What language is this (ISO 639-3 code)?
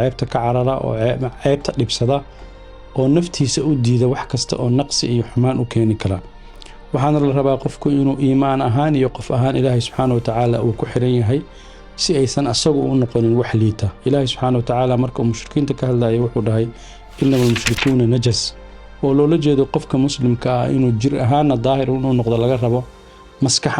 som